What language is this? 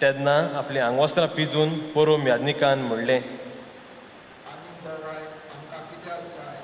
Konkani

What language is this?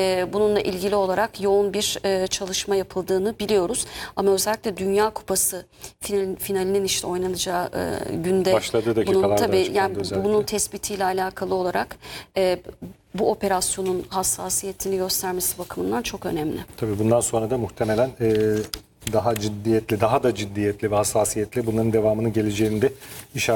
Turkish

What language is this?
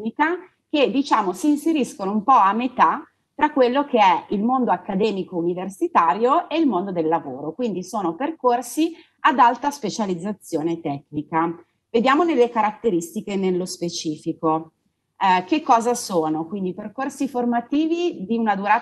Italian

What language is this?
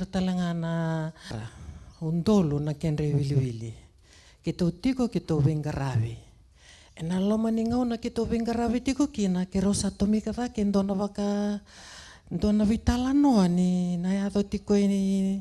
Fijian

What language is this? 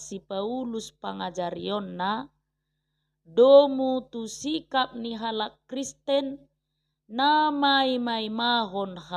Batak Toba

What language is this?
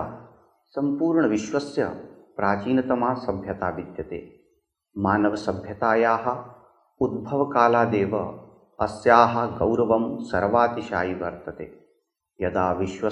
Sanskrit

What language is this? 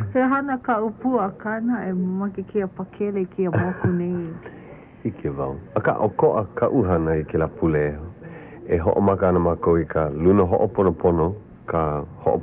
Hawaiian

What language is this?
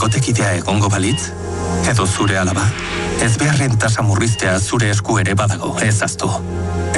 Basque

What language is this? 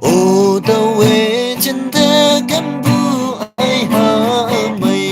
Naga Pidgin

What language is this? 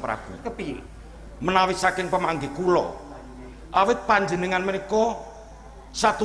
Javanese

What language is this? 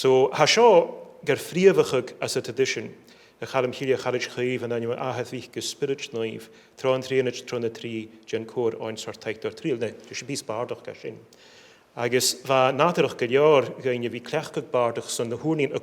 Scottish Gaelic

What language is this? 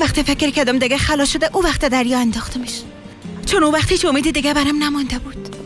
Persian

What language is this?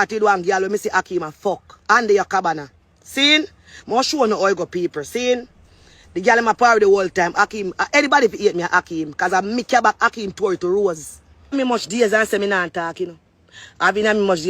Jamaican Creole English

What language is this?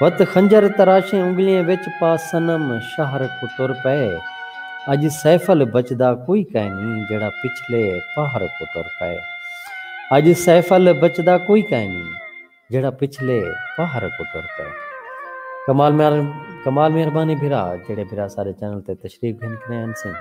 Saraiki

